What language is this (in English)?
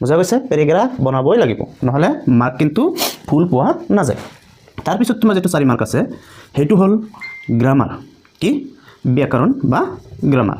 Assamese